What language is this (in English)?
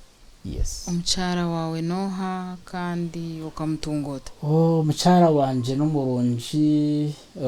Nyankole